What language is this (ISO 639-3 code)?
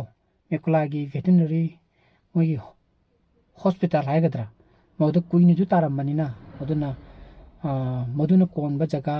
mni